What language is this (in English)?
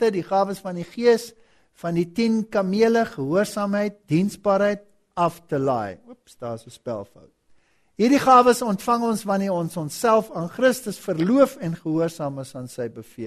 Afrikaans